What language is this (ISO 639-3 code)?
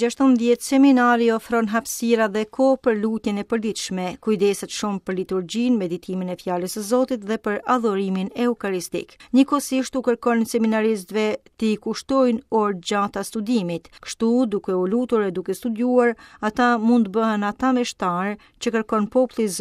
sqi